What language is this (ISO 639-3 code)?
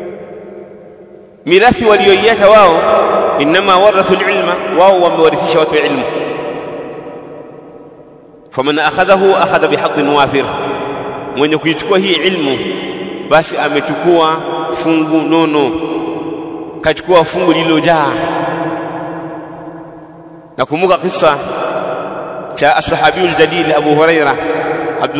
swa